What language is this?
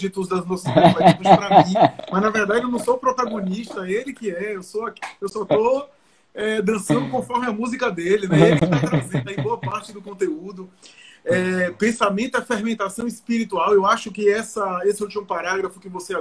Portuguese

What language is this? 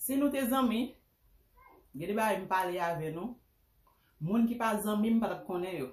Haitian Creole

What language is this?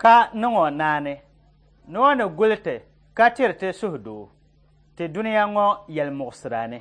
Dagbani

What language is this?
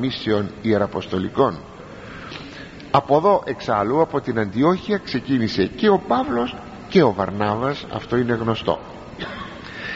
Greek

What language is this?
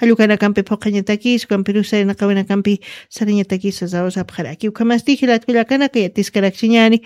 Aymara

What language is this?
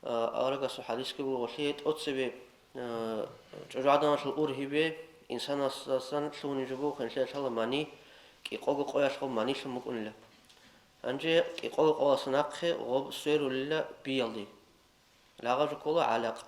Avaric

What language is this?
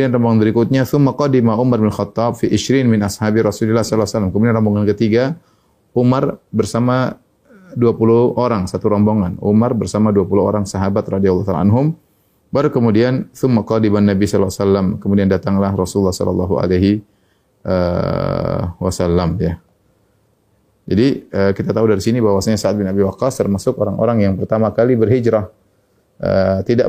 Indonesian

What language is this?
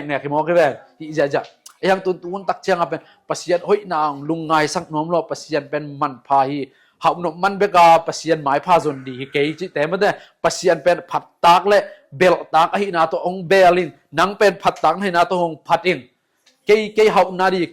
Tedim Chin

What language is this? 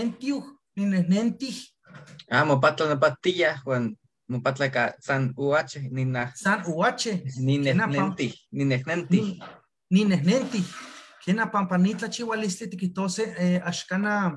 Eastern Huasteca Nahuatl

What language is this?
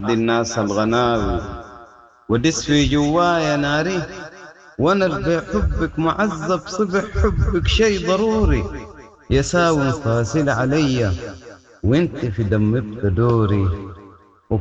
Sudanese Arabic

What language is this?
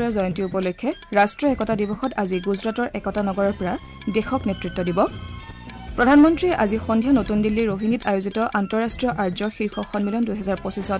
Assamese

